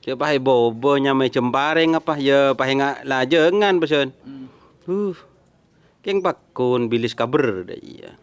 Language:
Madurese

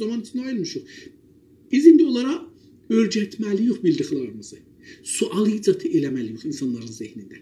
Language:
South Azerbaijani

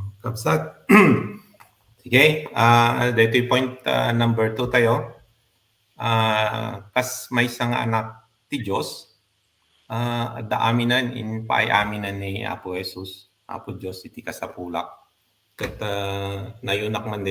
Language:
Iloko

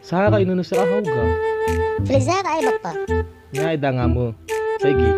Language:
Nias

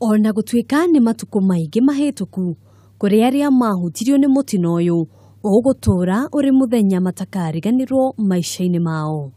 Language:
Kikuyu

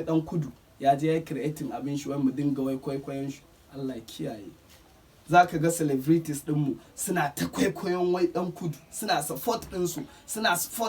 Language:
Hausa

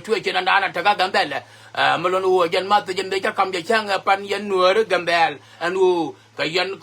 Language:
Nuer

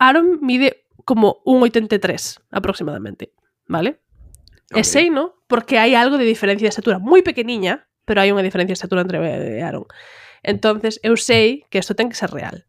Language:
Galician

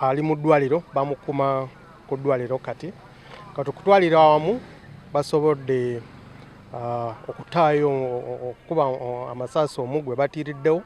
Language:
Ganda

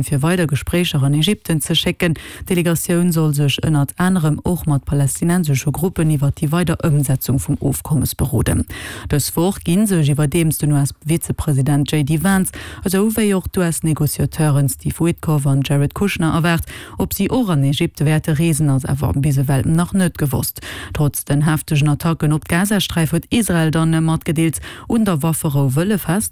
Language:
Luxembourgish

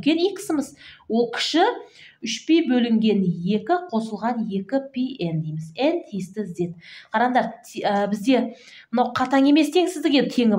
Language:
Kazakh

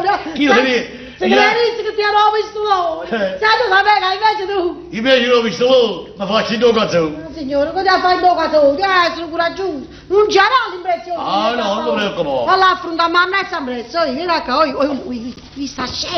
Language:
Neapolitan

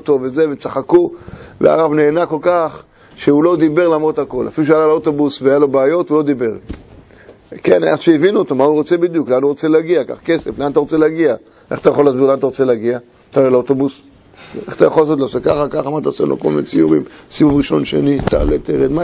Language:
Hebrew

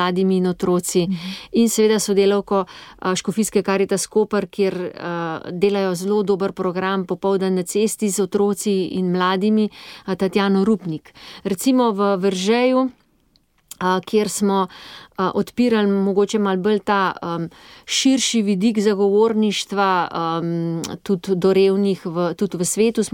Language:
Slovenian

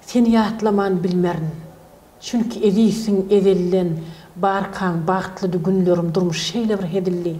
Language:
Turkmen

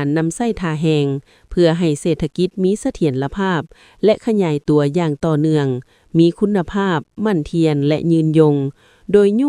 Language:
Lao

